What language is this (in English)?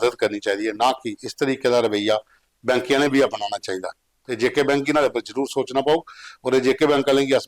Dogri